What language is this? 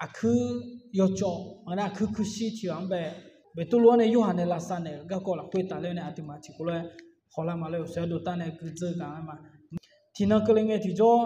Akha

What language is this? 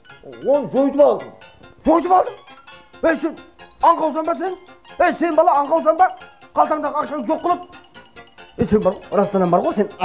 Kara-Kalpak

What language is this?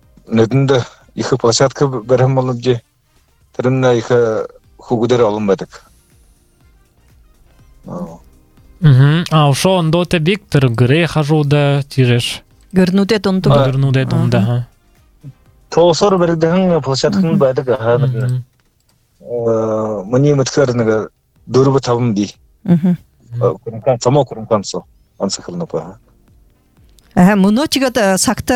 Buriat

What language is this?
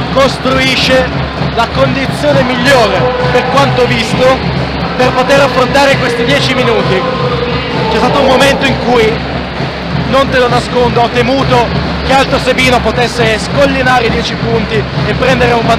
Italian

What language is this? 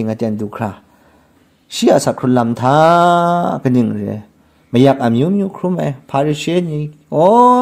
Kachin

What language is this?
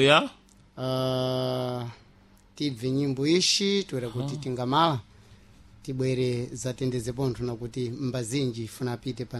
Sena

